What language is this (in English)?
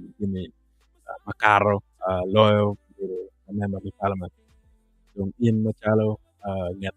Acoli